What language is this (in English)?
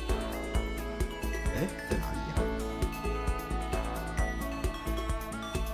Chinese